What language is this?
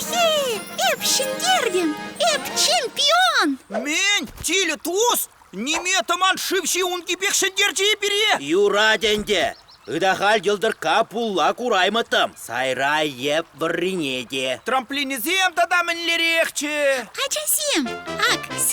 Chuvash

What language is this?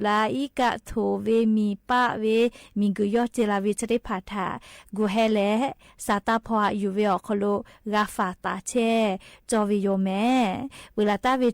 Lahu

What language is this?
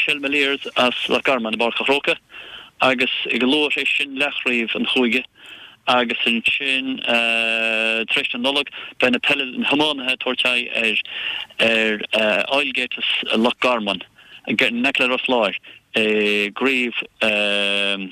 Irish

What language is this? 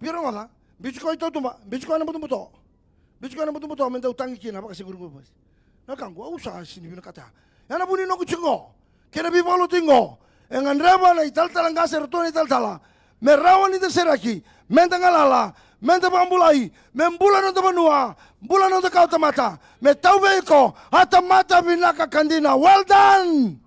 Fijian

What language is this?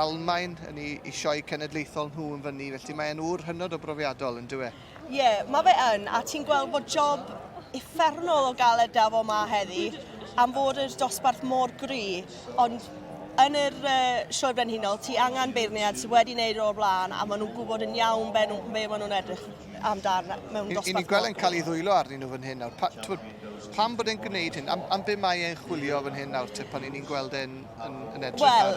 Welsh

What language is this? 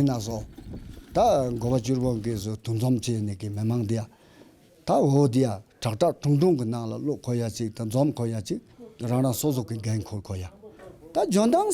Tibetan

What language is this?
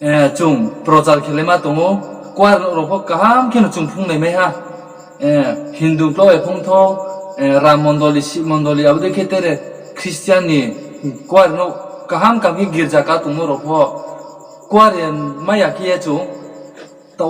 Riang (India)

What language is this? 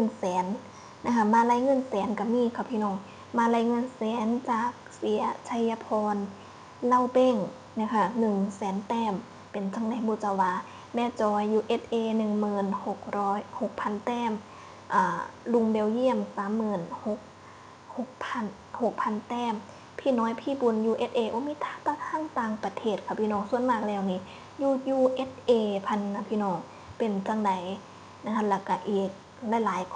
Northeastern Thai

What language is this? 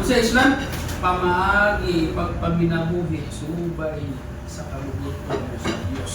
Cebuano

